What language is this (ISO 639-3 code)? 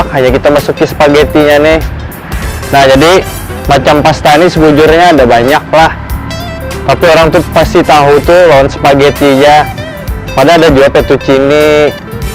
bjn